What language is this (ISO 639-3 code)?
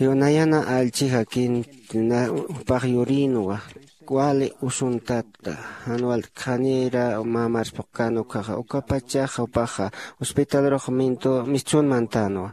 aym